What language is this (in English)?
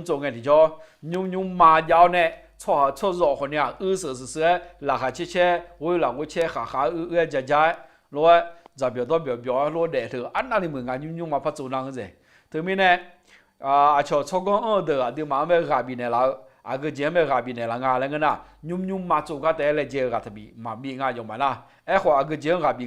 Akha